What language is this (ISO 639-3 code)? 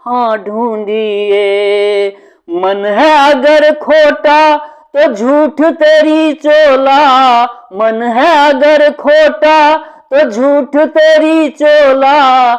mai